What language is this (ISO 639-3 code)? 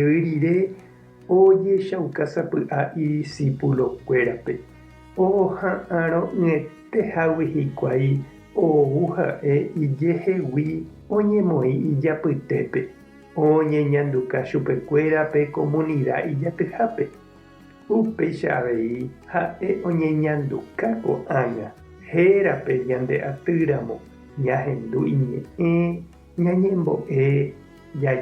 grn